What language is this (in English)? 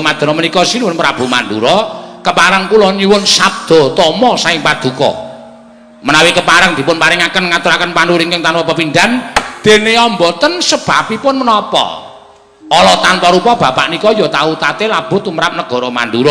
Javanese